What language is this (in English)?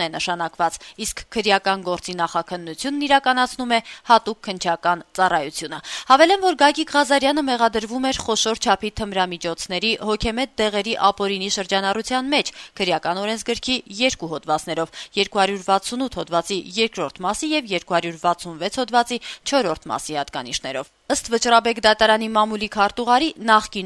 Armenian